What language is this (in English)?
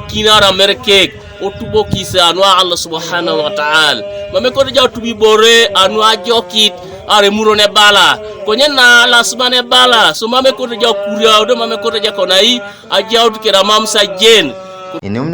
Teso